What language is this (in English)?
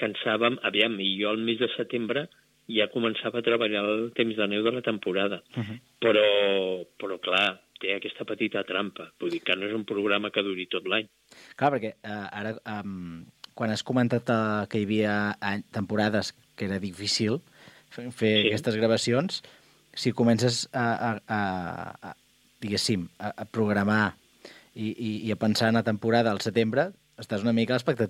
Catalan